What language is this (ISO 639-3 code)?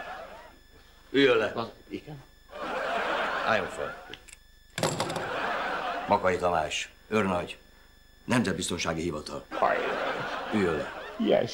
hun